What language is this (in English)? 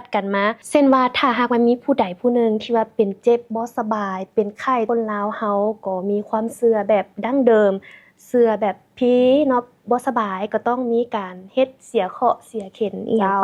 Lao